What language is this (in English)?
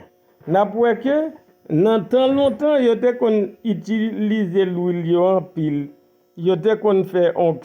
Haitian Creole